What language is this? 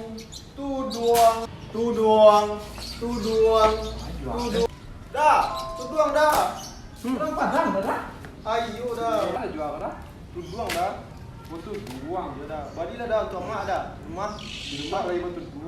Minangkabau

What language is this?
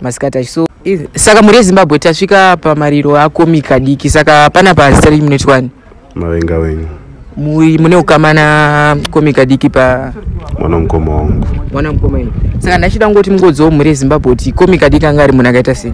Shona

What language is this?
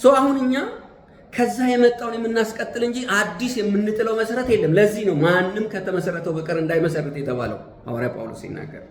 Amharic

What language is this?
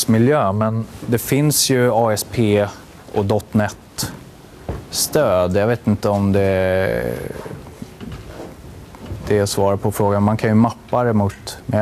Swedish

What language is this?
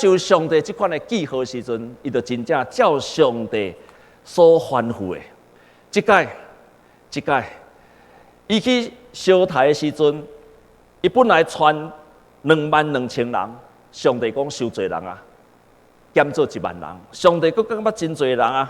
Min Nan Chinese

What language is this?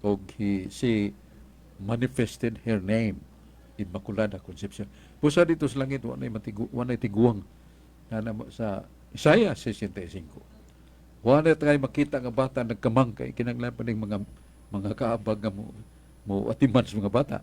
Cebuano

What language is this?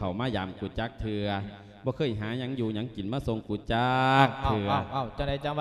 Lao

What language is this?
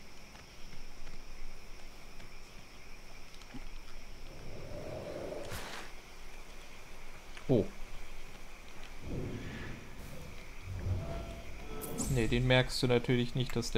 German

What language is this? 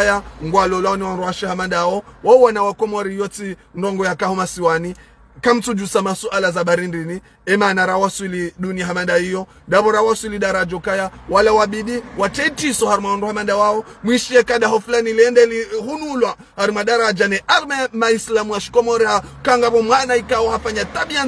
Ngazidja Comorian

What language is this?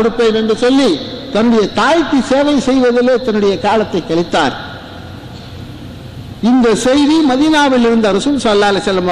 Tamil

